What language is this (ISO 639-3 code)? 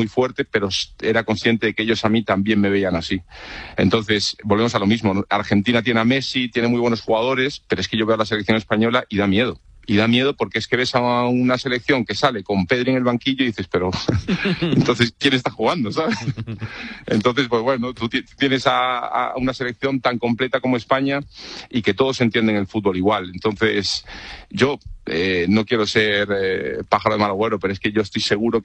spa